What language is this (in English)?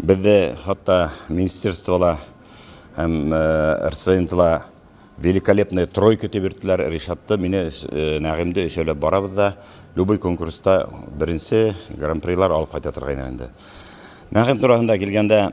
Bashkir